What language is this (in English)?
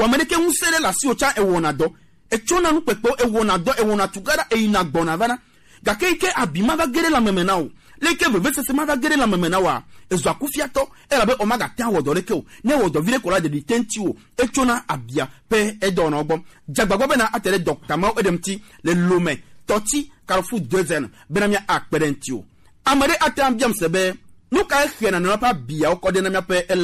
Gen